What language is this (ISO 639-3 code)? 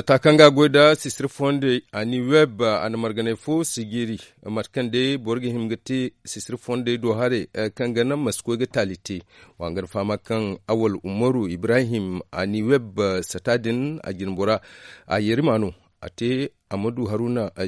dje